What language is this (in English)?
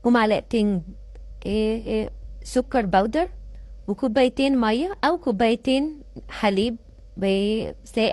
Egyptian Arabic